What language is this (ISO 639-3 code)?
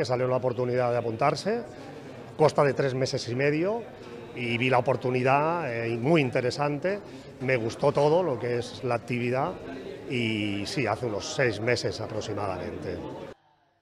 cat